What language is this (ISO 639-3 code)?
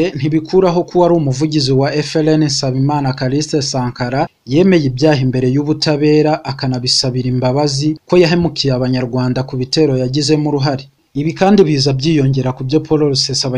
kin